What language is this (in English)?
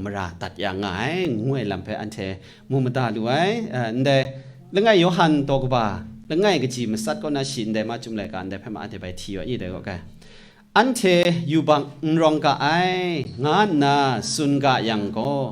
Kachin